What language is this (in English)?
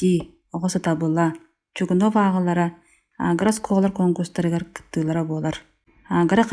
Yakut